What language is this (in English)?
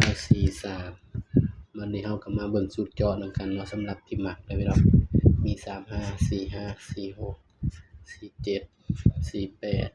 Lao